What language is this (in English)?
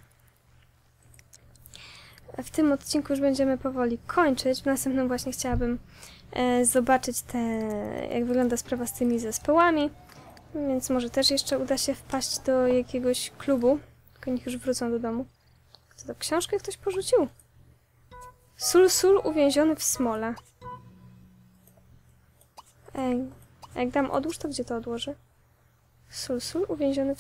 Polish